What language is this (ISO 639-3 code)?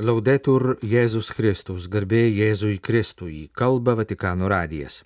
lit